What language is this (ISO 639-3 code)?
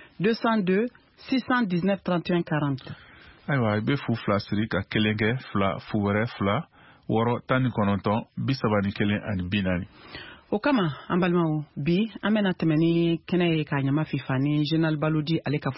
bam